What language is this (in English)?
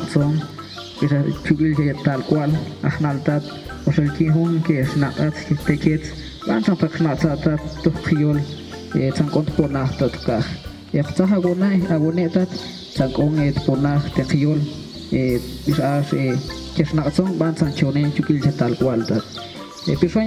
Tektiteko